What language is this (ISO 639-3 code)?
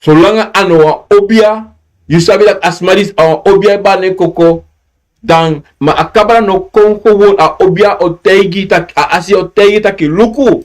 srn